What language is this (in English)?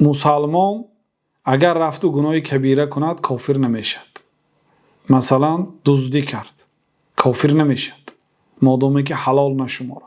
Persian